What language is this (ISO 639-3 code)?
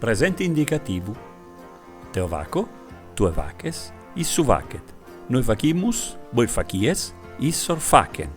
srd